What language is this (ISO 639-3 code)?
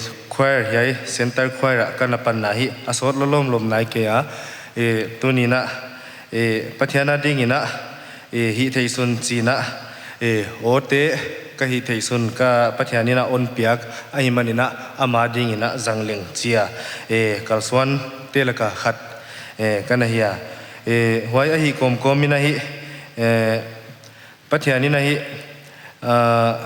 pck